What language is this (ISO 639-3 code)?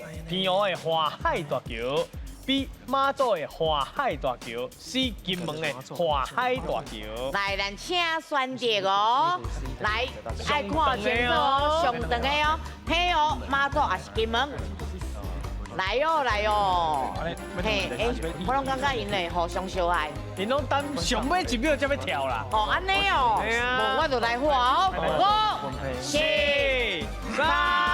nan